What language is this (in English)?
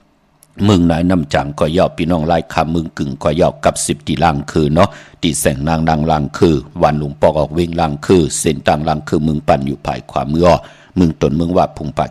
Shan